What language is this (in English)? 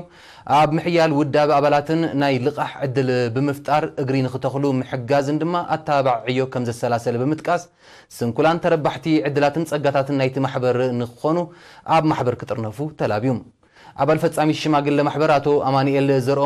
Tigrinya